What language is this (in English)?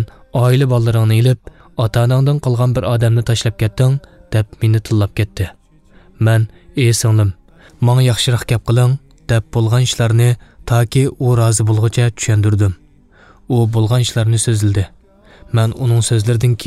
Uyghur